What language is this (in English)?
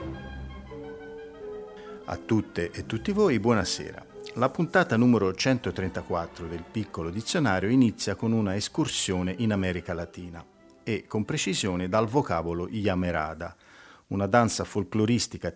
Italian